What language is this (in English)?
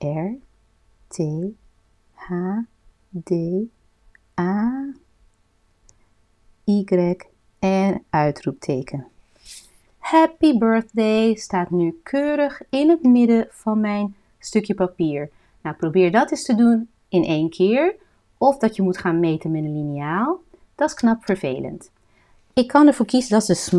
Dutch